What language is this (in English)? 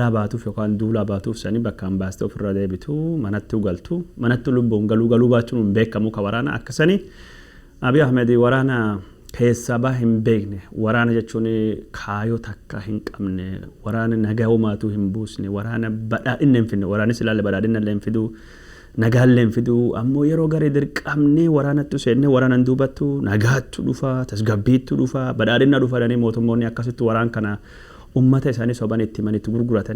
Oromo